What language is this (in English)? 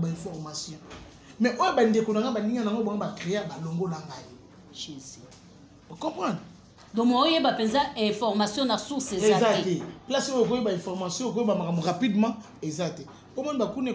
Lingala